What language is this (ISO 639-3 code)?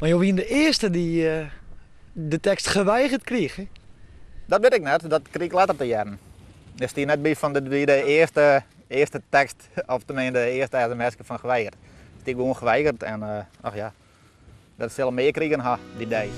fry